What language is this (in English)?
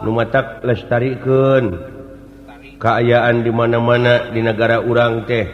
Sundanese